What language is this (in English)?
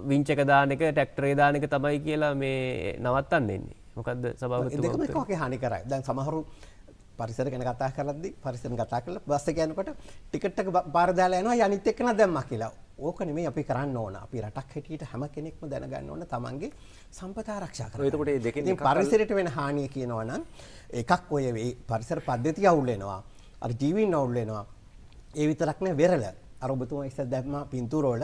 Sinhala